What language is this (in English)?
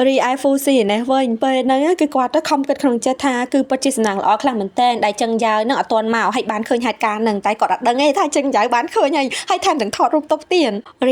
Khmer